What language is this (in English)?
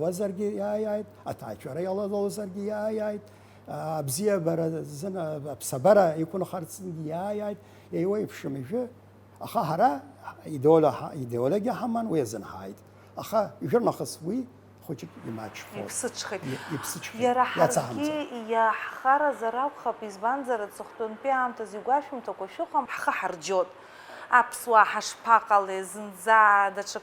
Abkhazian